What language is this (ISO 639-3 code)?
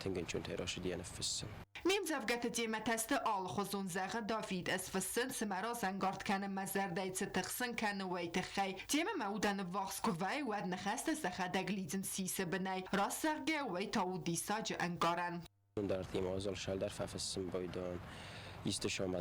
oss